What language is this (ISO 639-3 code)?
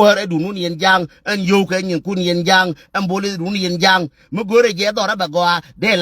nus